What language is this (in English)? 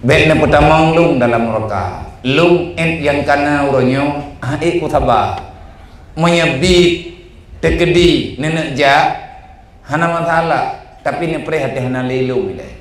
Achinese